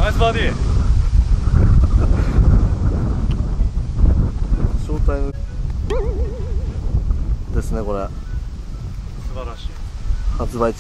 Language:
Japanese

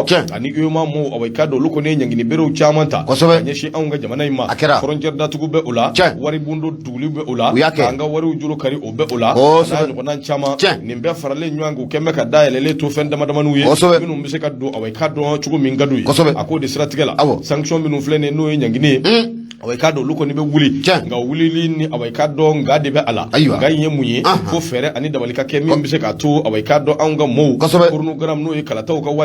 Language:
Bambara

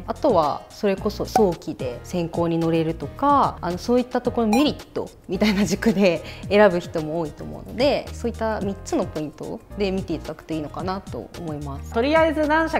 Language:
Japanese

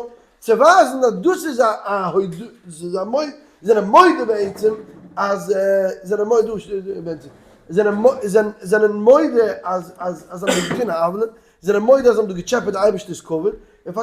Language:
Yiddish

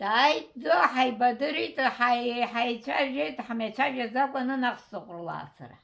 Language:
Abkhazian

